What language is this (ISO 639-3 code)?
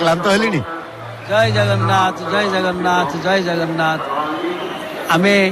ori